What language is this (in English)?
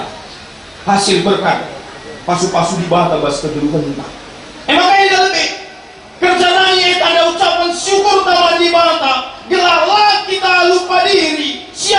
Batak Karo